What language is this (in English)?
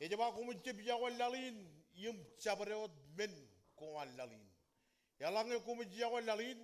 Marshallese